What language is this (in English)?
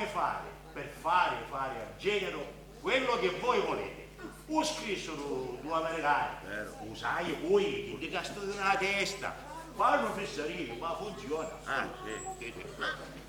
Sicilian